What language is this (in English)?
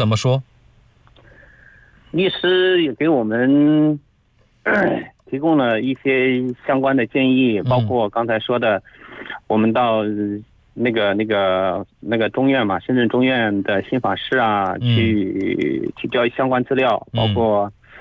Chinese